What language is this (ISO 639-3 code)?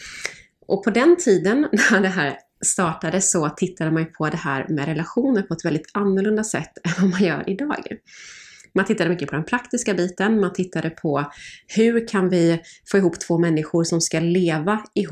swe